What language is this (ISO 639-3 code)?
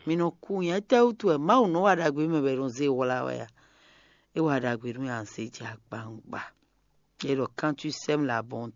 fon